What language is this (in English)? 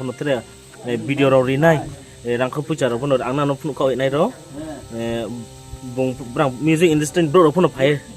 Riang (India)